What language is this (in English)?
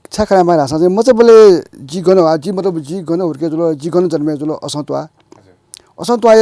Newari